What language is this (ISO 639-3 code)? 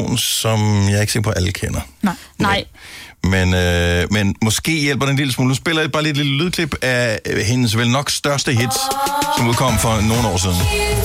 dan